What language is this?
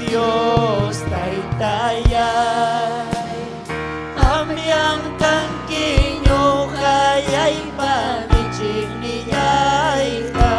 Ayacucho Quechua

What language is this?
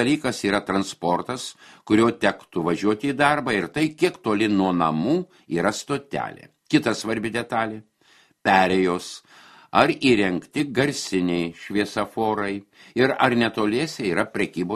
Lithuanian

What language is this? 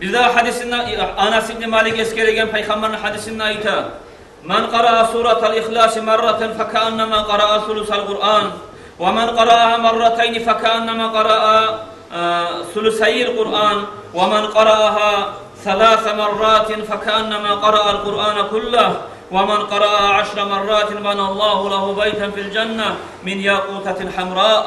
Kumyk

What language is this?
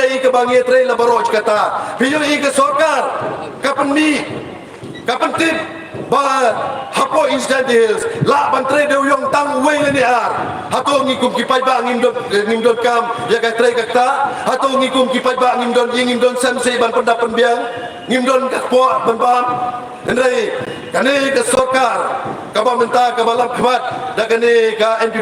Khasi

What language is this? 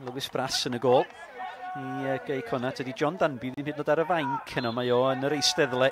Welsh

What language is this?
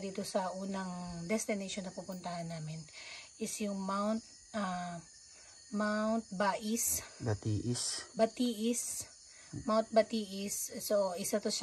Filipino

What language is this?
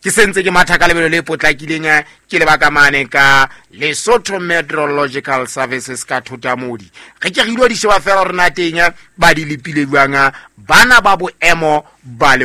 Southern Sotho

